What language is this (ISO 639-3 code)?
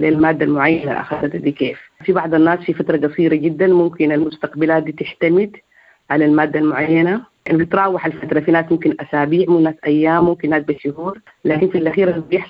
apd